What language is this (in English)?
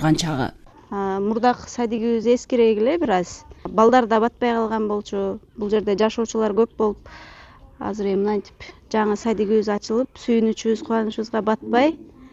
Kyrgyz